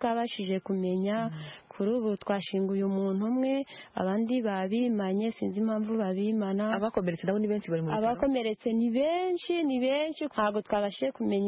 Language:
Kinyarwanda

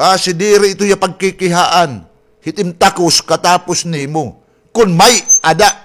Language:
Waray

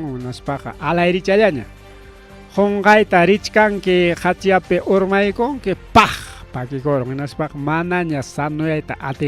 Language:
Ayacucho Quechua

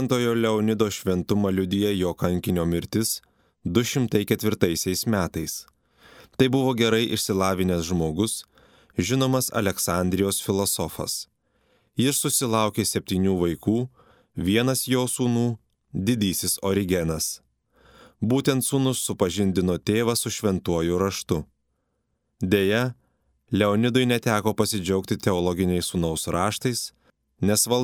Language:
Lithuanian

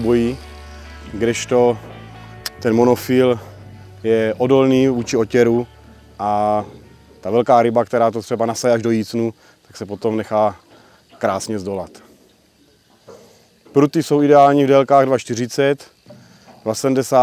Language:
Czech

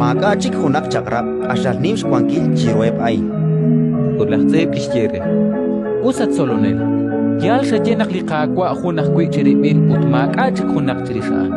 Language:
Kekchí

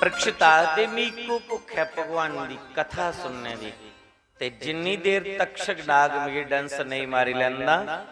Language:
Dogri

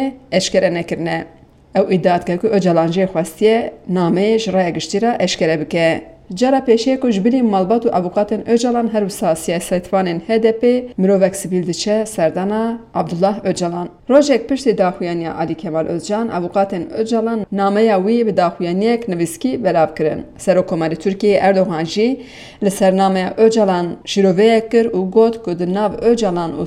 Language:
Kurdish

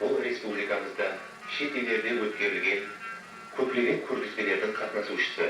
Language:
Kara-Kalpak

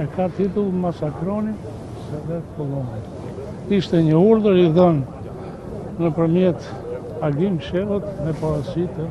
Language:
Albanian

